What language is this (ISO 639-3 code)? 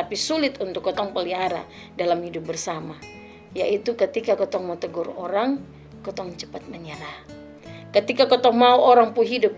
mkn